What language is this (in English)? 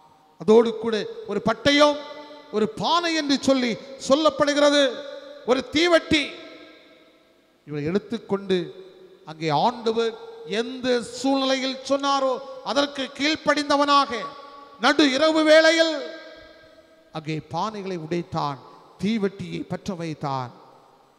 Tamil